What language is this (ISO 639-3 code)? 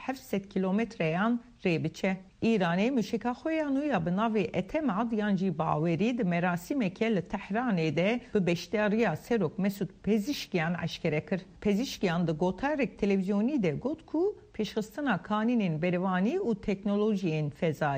kur